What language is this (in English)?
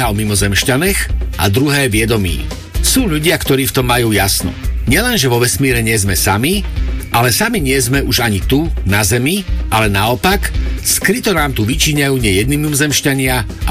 Slovak